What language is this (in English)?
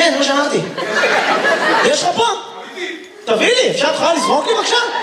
Hebrew